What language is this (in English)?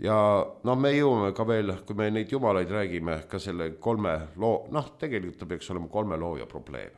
Estonian